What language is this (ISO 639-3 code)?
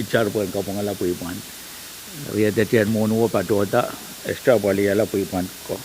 pon